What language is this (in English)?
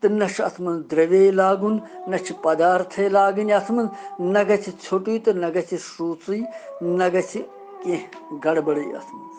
Kashmiri